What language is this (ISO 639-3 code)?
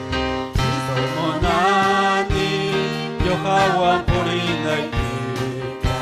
quy